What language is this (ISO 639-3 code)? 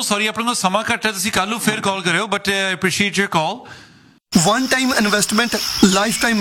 pan